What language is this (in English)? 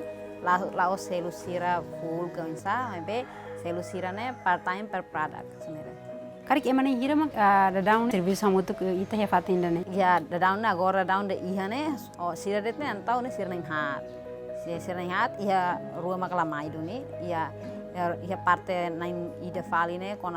Tetum